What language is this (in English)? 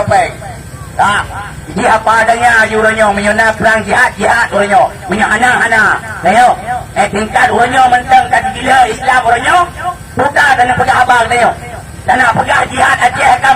Achinese